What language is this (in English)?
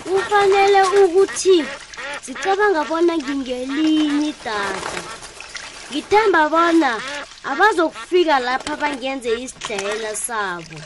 South Ndebele